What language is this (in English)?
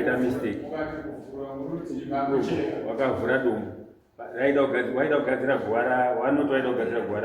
Shona